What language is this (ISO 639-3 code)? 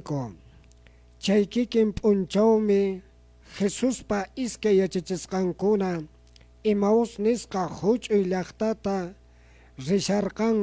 que